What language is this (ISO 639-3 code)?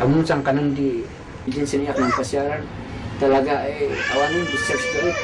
kne